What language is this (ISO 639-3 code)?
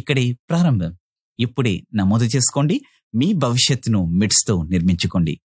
tel